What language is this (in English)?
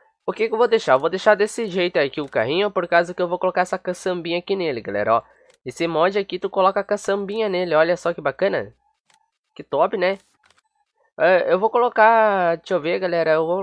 Portuguese